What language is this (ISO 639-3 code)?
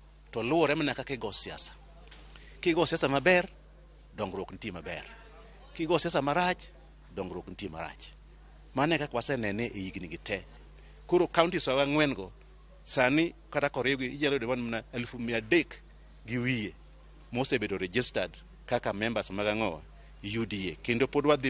luo